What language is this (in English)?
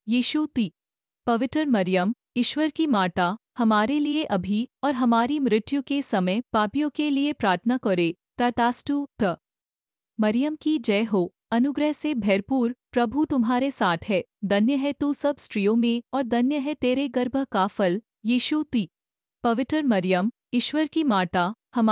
Hindi